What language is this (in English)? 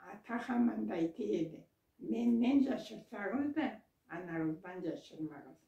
Karachay-Balkar